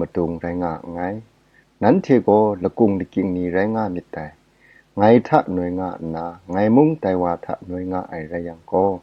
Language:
Kachin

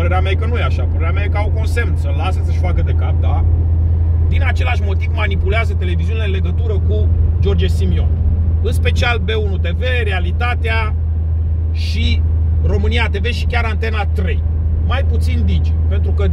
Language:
Romanian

